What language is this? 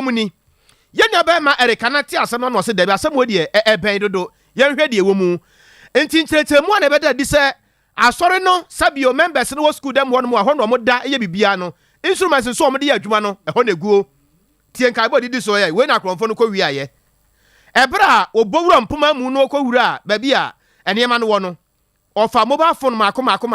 Akan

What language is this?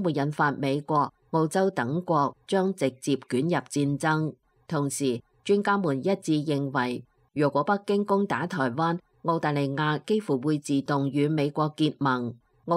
Cantonese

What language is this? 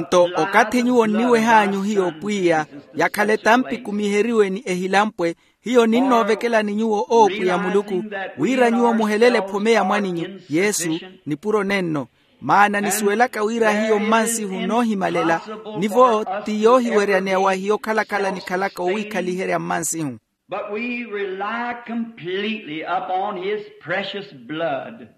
Makhuwa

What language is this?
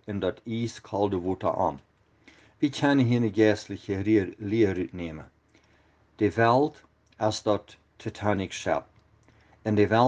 Plautdietsch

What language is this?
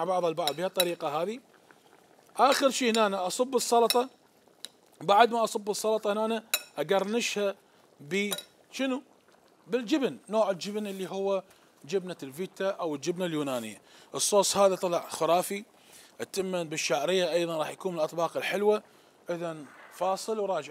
Mesopotamian Arabic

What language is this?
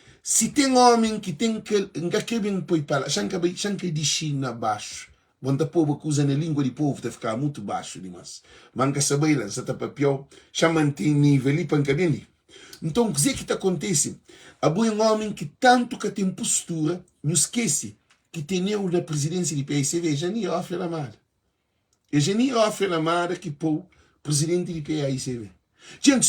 Kabuverdianu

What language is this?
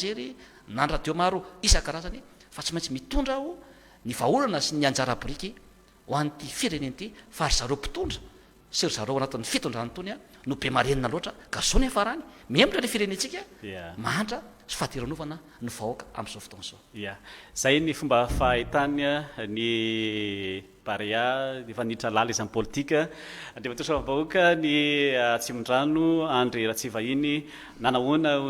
Malagasy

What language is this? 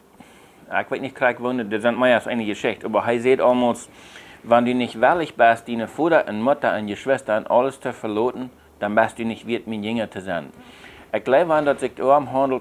Plautdietsch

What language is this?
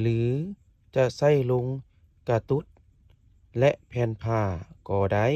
Lao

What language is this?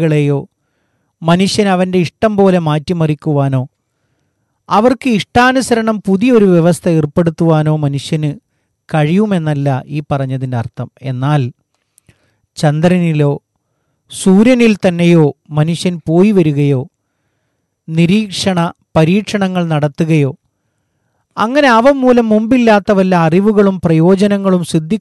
Malayalam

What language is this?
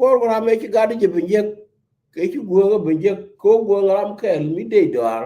Nuer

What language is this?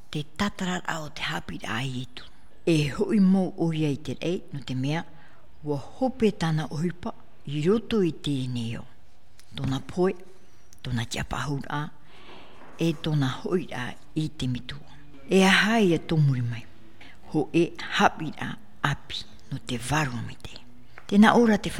Tahitian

